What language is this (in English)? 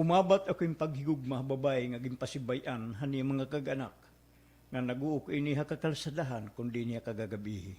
Waray